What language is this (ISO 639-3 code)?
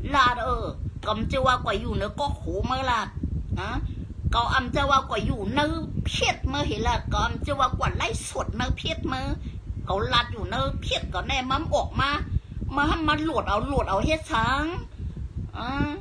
shn